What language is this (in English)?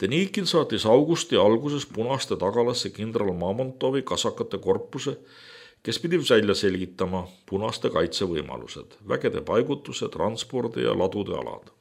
Estonian